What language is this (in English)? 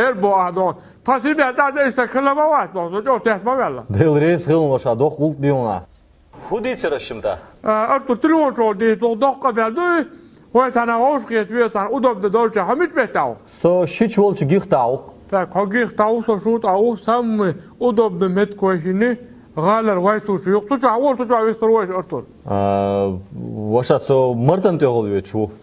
Chechen